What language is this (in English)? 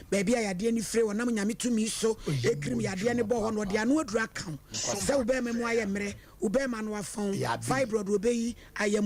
Akan